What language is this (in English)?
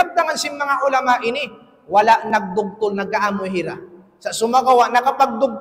Tausug